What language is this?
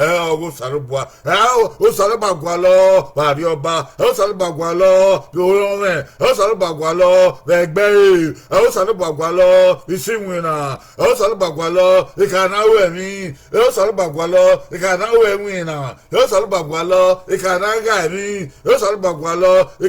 Bini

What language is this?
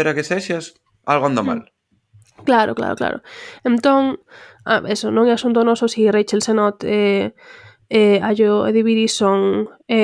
Galician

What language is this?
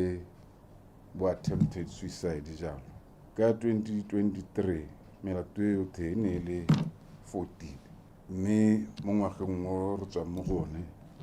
Tswana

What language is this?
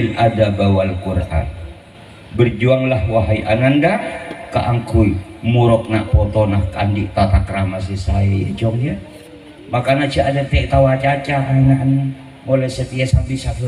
Madurese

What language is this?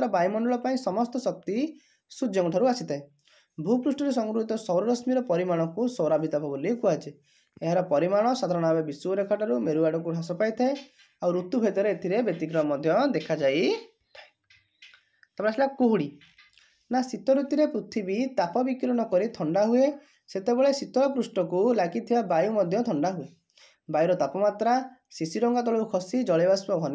Odia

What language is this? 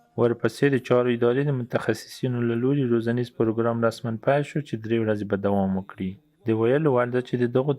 Pashto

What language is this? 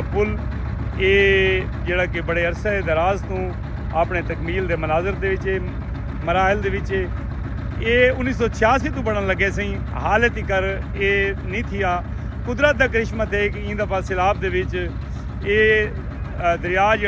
Saraiki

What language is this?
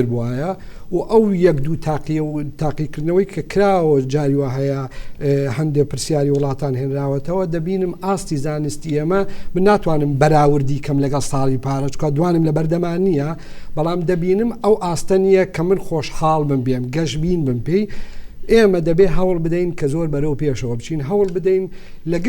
Central Kurdish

